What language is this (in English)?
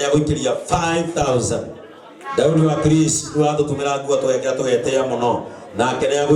Kikuyu